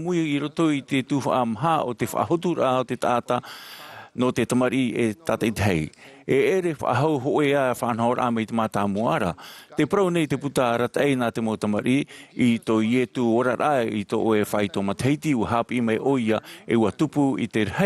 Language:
Tahitian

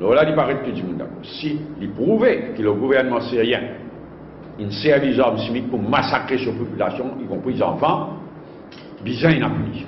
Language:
Morisyen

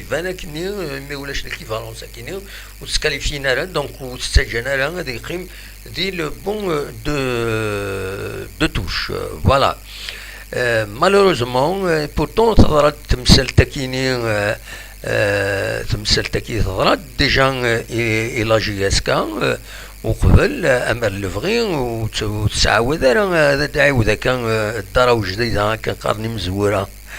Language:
Kabyle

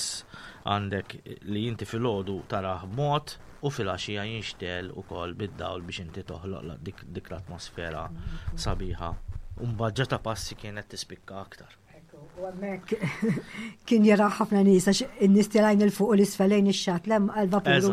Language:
Maltese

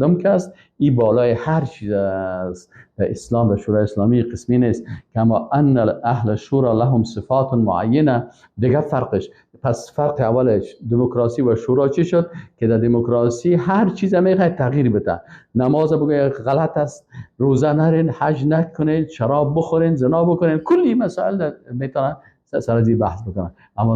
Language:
Persian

